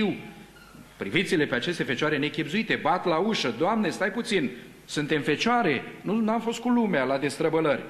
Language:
Romanian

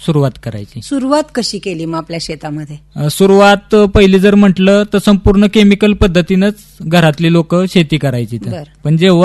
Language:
Marathi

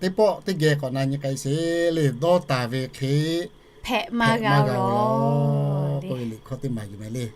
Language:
Lahu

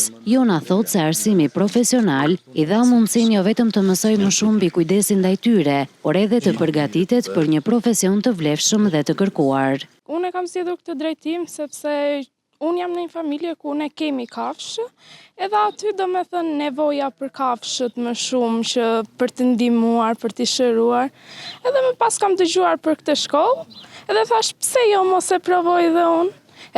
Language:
Albanian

